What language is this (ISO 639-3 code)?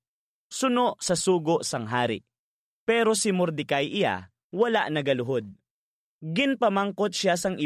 hil